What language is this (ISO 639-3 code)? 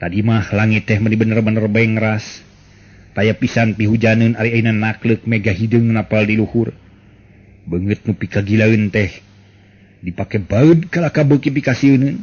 sun